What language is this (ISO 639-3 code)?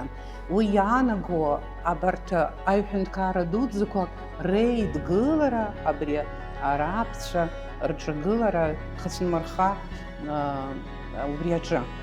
abk